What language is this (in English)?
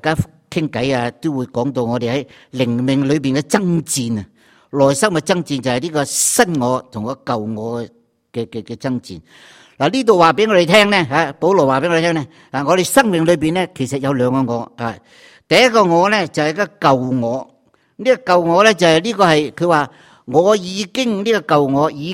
Cantonese